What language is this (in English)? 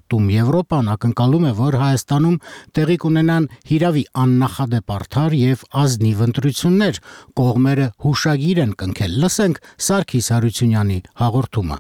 Armenian